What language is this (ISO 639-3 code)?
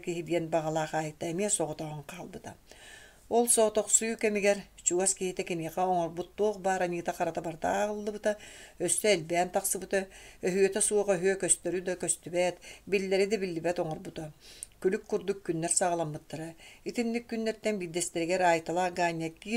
sah